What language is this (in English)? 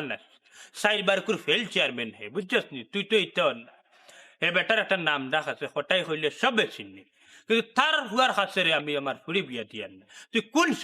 Sylheti